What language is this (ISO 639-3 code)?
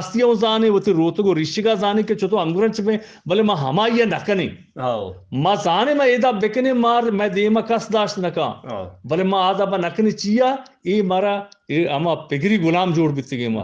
bgp